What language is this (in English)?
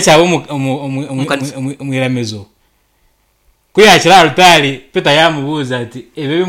Nyankole